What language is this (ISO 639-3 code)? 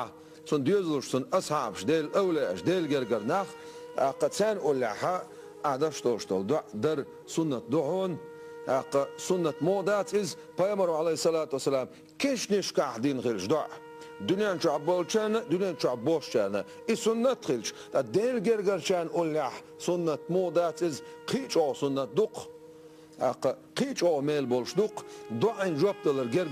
che